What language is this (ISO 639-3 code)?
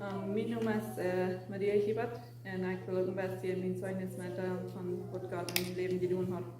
pdt